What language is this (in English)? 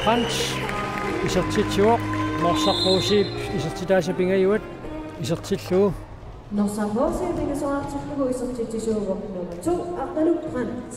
Kalaallisut